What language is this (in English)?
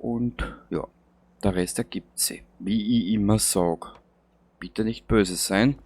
Bavarian